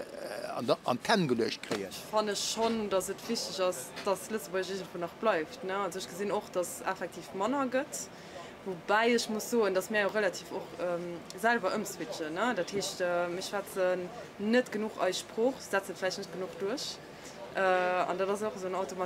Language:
Luxembourgish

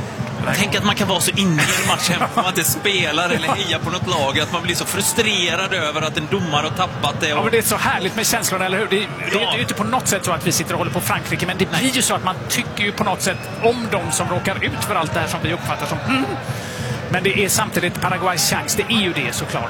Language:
Swedish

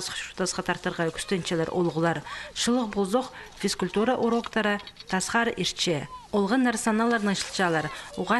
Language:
Khakas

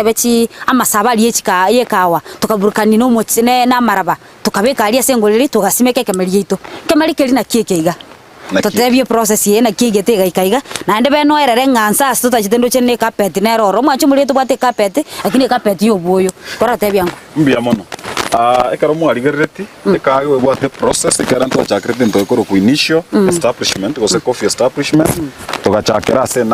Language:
Gusii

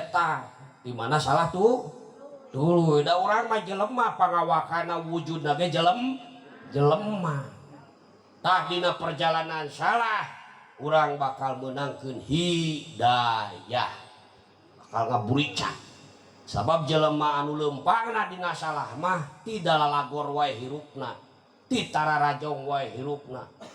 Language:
Sundanese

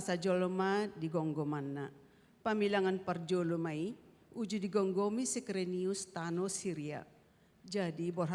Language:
Batak Toba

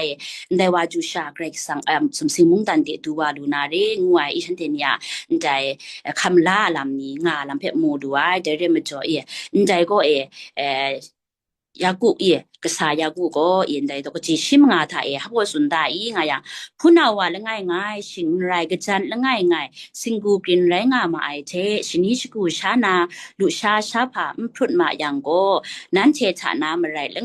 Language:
Kachin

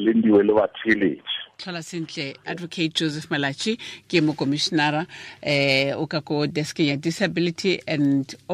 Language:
Tswana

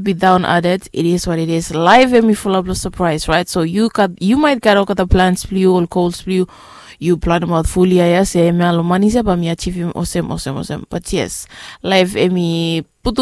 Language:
Bislama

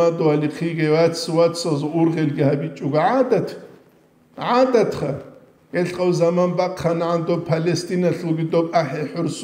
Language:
Avaric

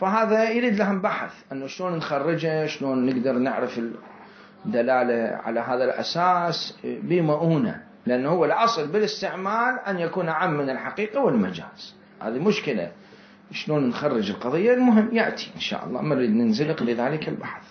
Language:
Mesopotamian Arabic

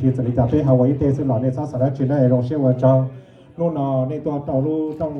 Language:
Hmong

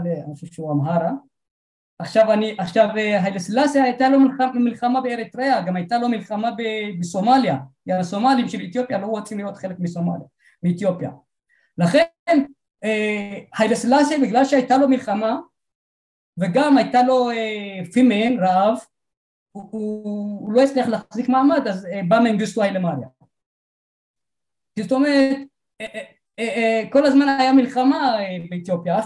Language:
Hebrew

